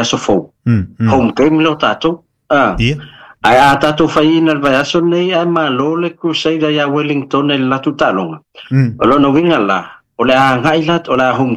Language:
Samoan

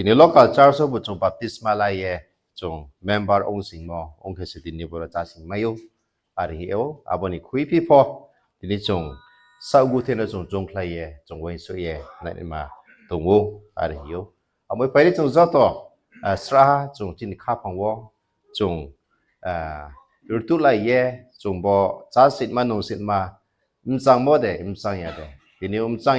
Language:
Riang (India)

